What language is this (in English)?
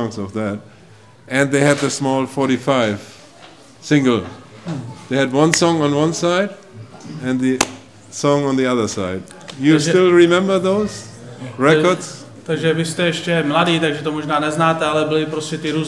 Czech